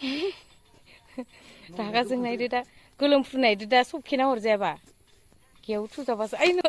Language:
Bodo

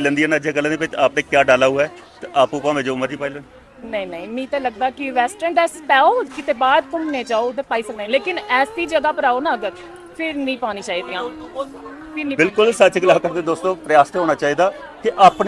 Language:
Dogri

